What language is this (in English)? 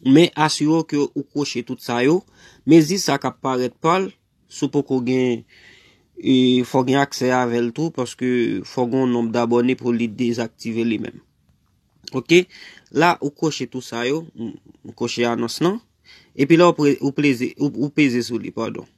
Haitian Creole